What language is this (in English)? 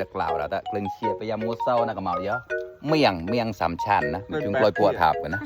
Mon